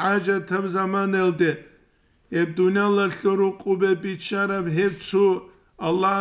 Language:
Avaric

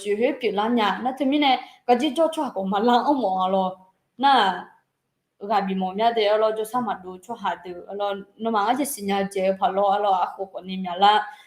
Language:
Akha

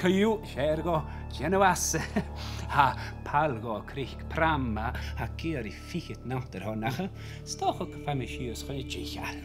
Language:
Scottish Gaelic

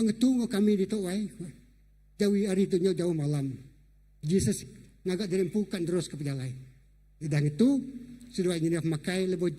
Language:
Iban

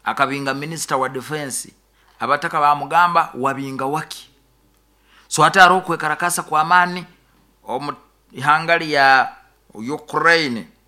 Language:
Nyoro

